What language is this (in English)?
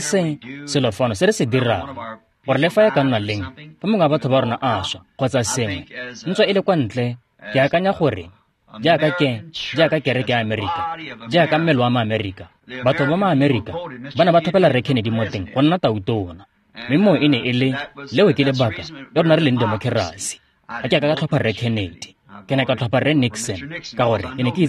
Tswana